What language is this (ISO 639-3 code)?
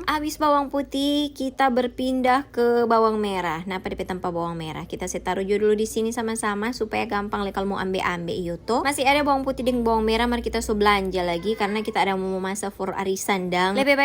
xmm